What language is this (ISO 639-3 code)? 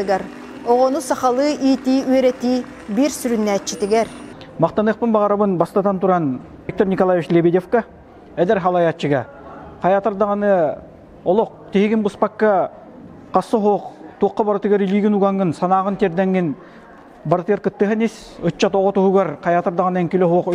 sah